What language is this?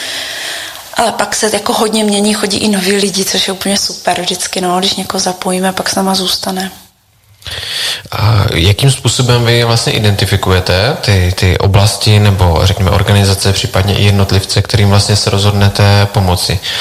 Czech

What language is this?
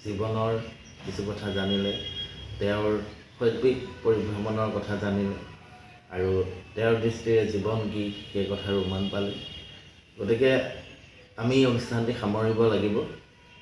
Assamese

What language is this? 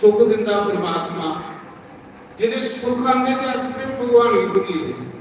Dogri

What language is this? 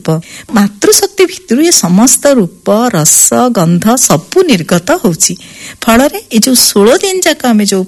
Odia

